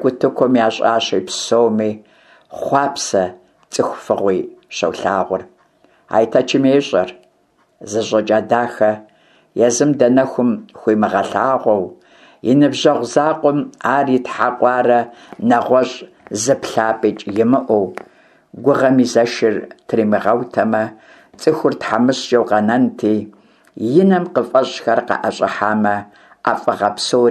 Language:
Kabardian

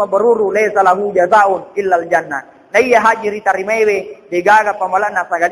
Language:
Buginese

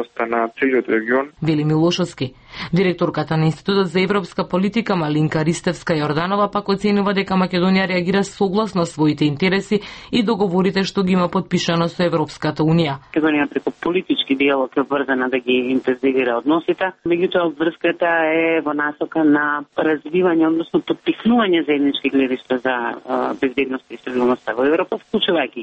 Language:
Macedonian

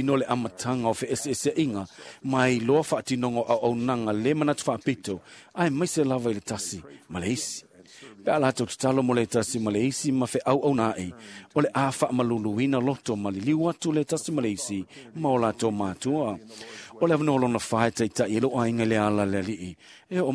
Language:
Samoan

